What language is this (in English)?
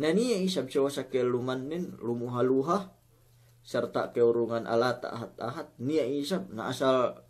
Yakan